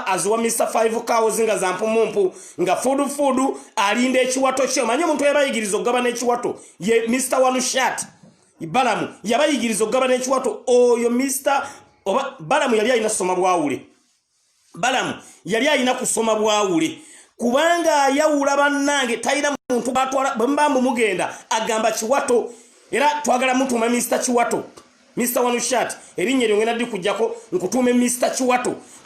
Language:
Ganda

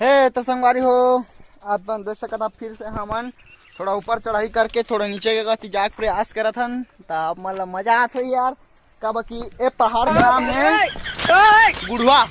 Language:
Chhattisgarhi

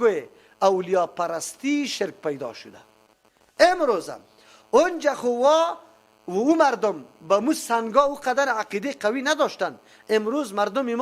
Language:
Persian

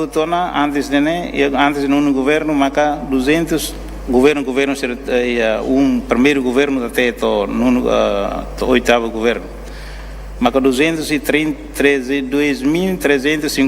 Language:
Tetum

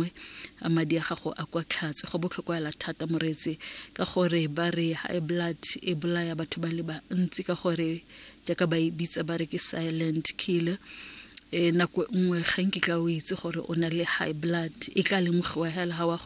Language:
Tswana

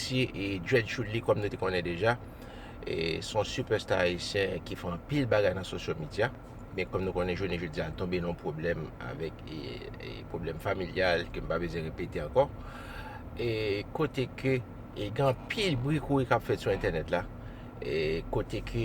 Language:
Haitian Creole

